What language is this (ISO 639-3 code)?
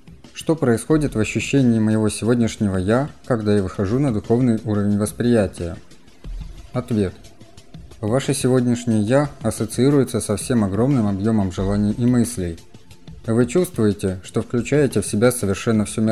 rus